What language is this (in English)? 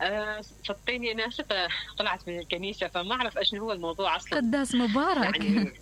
Mesopotamian Arabic